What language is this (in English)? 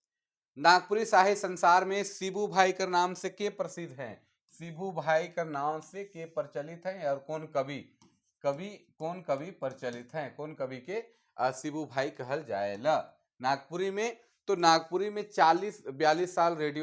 Sadri